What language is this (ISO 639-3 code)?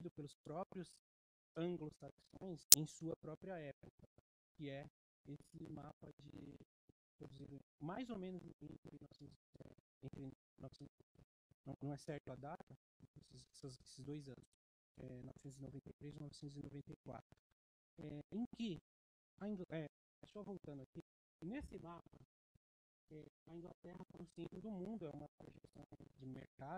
por